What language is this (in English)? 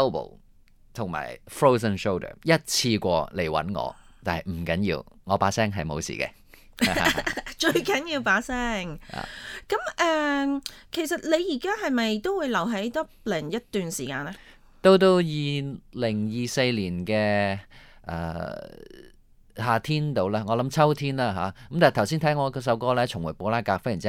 Cantonese